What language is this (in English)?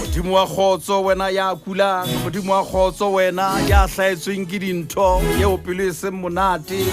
Southern Sotho